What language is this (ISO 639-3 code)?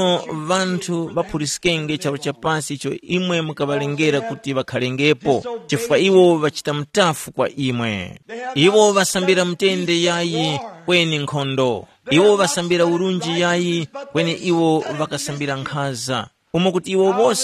tum